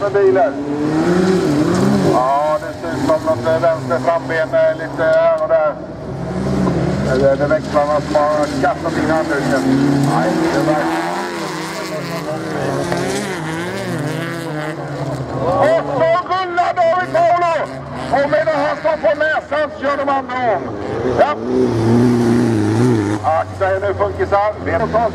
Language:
Swedish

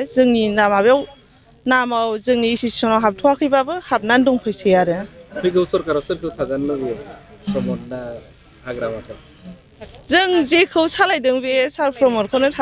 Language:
Bodo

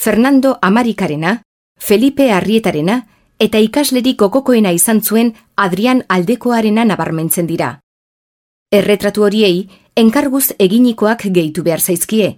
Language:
Basque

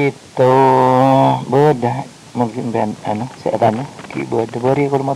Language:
Madurese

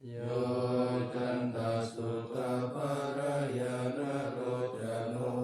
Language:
Pali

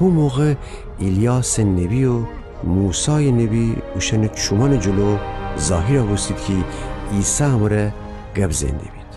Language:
Gilaki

